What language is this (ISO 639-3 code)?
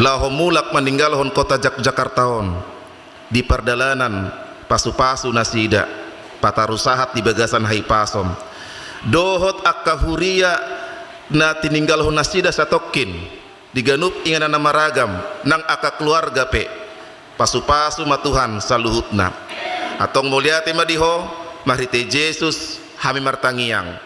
bbc